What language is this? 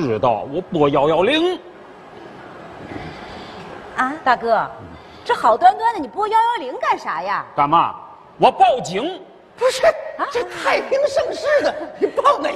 Chinese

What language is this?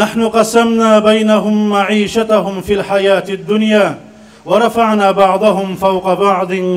Kumyk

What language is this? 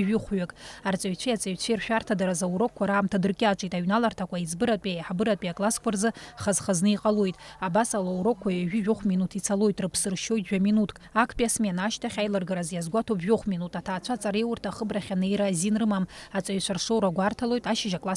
Abkhazian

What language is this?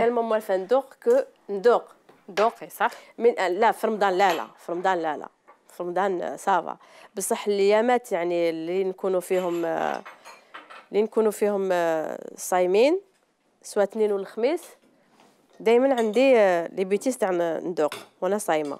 Algerian Arabic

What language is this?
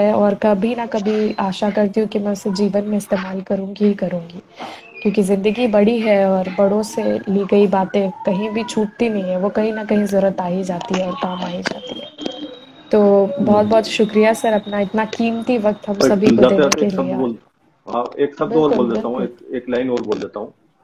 Hindi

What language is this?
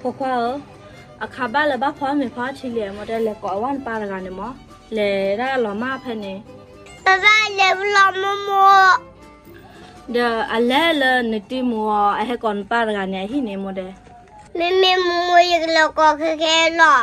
S'gaw Karen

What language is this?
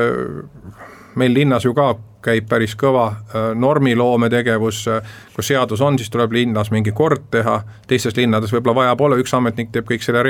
Estonian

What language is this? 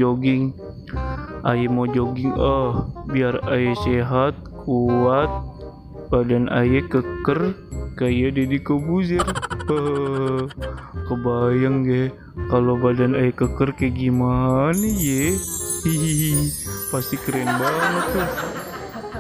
Betawi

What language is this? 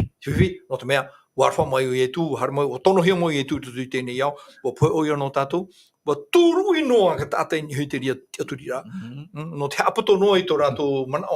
Tahitian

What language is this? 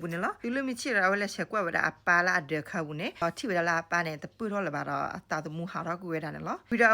S'gaw Karen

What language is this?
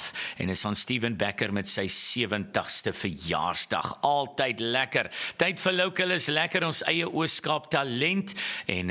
Afrikaans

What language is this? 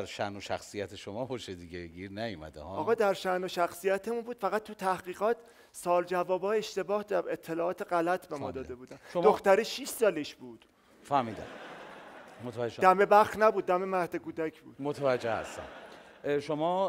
Persian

